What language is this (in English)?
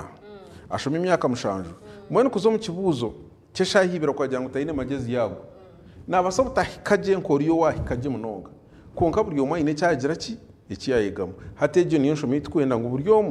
Nyankole